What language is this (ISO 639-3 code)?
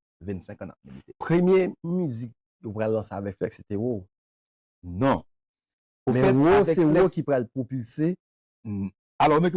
hat